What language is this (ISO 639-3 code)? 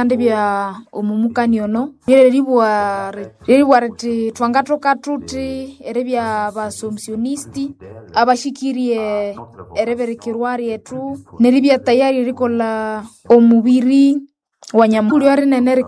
nnb